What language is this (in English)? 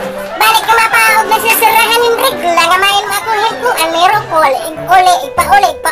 Waray